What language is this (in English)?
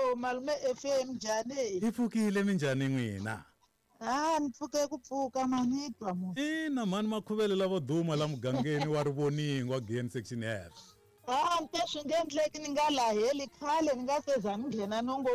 Tsonga